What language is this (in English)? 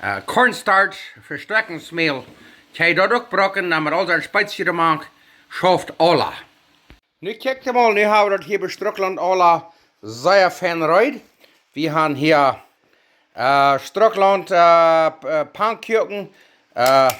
Plautdietsch